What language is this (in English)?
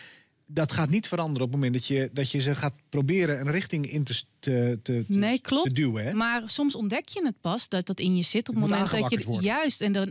Dutch